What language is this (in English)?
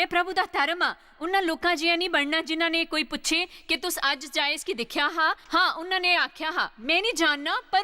Dogri